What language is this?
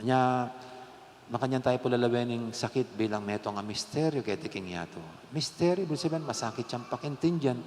Pampanga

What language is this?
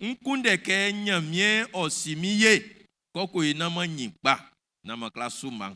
Baoulé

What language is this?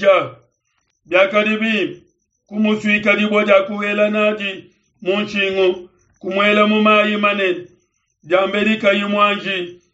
Luba-Lulua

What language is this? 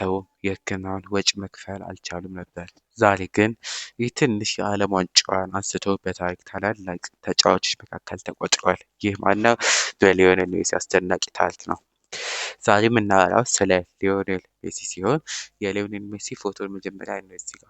Amharic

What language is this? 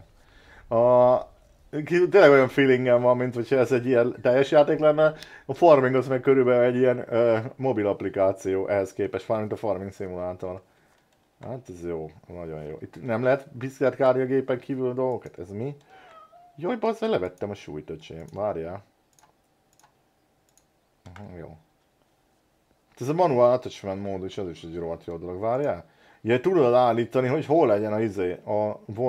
Hungarian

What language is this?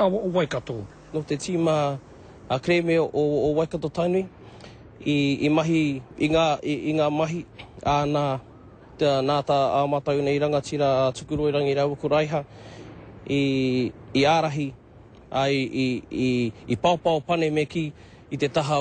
Māori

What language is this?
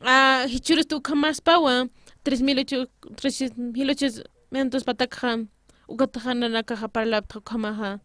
Aymara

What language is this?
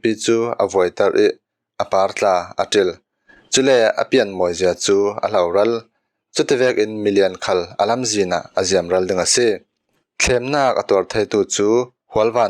Falam Chin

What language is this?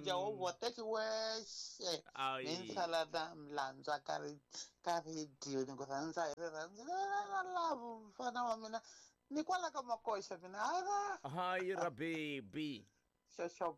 Tsonga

